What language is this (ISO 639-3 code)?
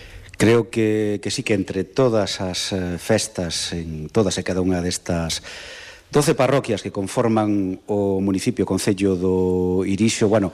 glg